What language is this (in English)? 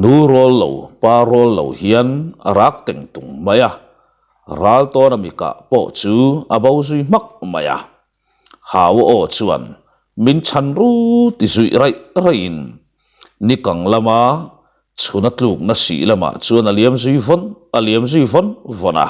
Mizo